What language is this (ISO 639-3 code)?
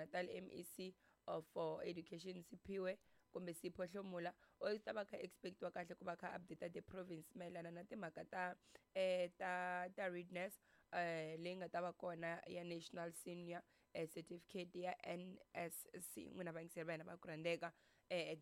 tso